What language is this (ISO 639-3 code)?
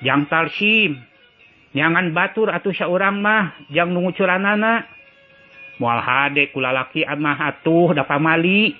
sun